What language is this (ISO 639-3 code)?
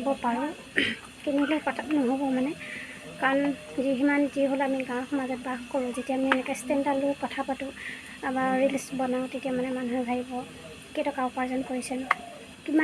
asm